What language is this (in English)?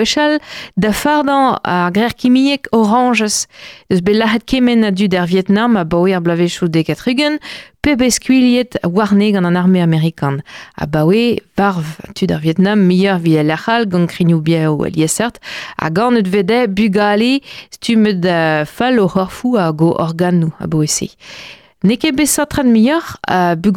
Breton